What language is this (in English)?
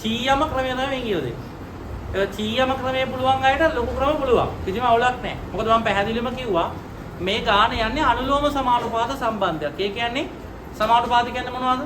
Sinhala